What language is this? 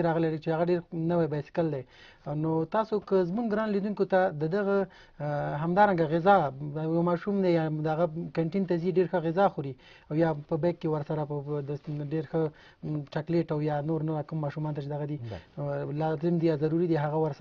Pashto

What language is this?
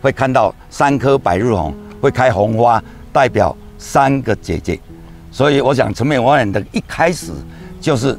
Chinese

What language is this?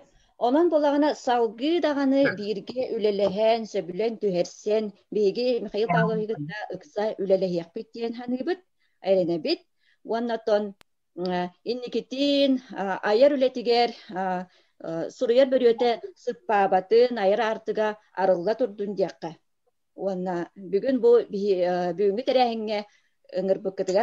Yakut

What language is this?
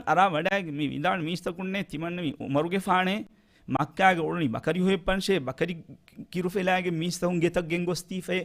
Divehi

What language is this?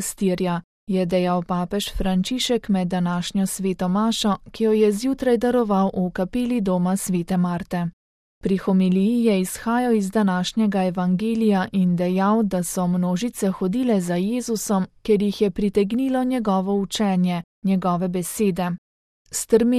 Slovenian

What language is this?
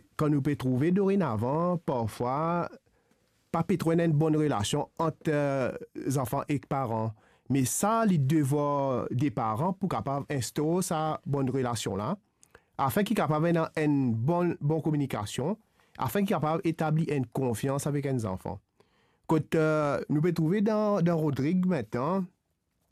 Morisyen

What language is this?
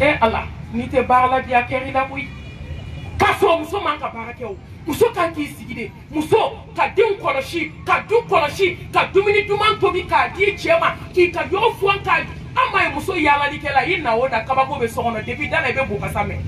Bambara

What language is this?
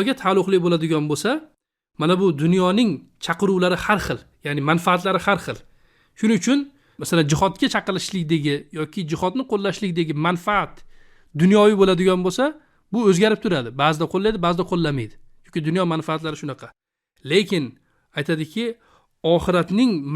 Uzbek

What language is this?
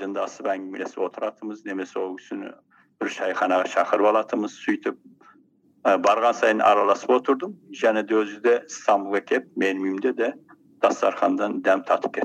Kazakh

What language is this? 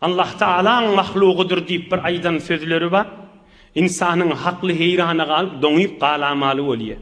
Turkmen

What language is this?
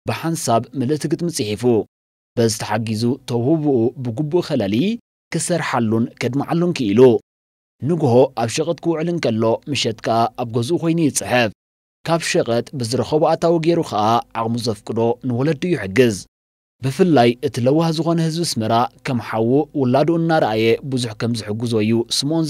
Tigrinya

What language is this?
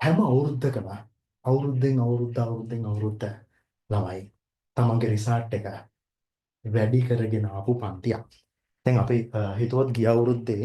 Sinhala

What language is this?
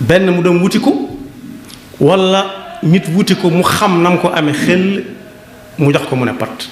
Wolof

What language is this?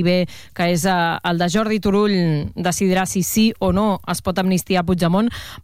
Catalan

